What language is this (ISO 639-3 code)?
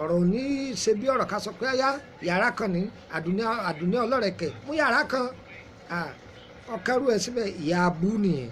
yor